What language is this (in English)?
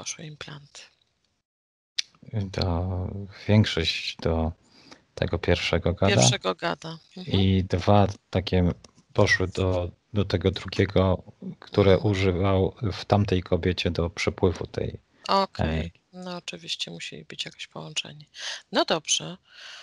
Polish